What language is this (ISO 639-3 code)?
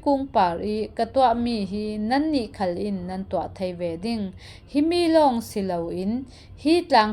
cfm